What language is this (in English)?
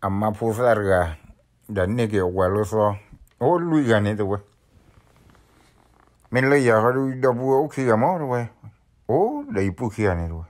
S'gaw Karen